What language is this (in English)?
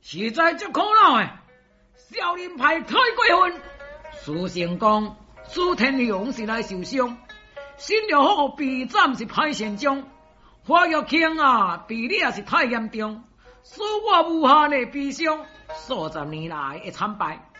Min Nan Chinese